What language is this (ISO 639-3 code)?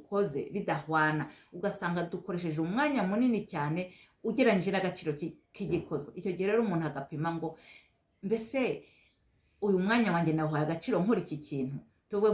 kin